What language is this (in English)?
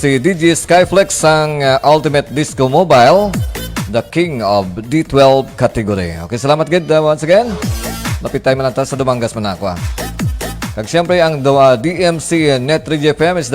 Hiligaynon